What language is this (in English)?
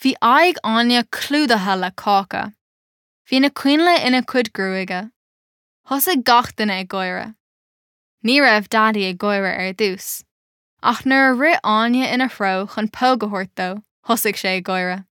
Irish